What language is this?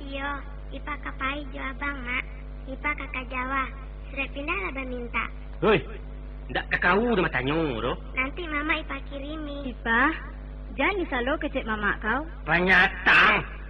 Minangkabau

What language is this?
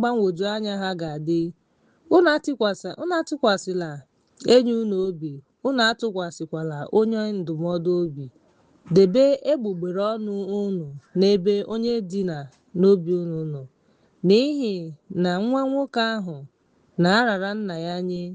Igbo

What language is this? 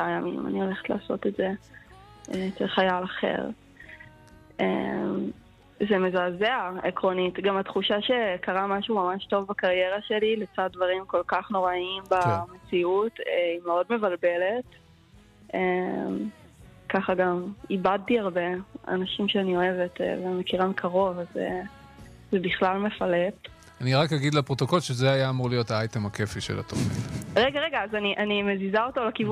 Hebrew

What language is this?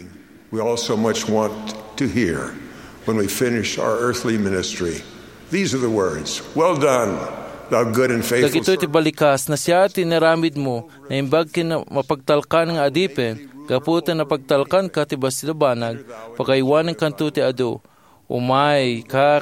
Iloko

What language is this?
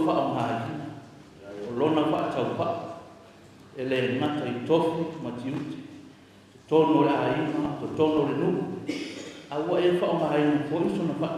Samoan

